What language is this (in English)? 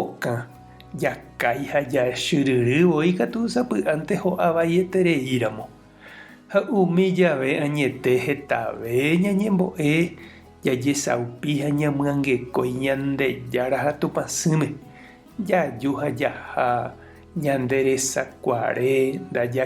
Guarani